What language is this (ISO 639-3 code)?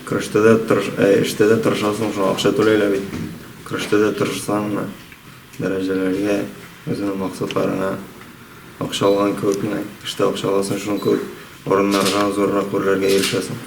tat